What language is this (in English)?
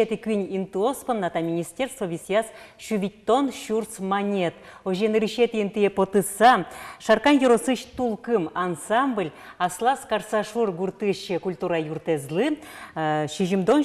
Udmurt